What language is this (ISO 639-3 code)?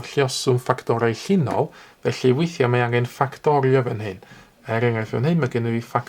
cym